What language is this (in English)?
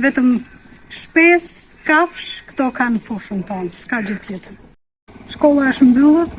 Albanian